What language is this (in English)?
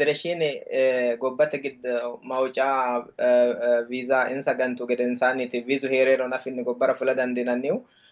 Sidamo